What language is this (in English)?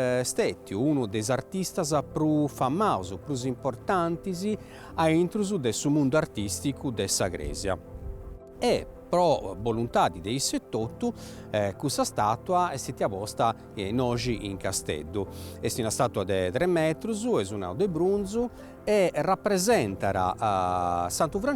Sardinian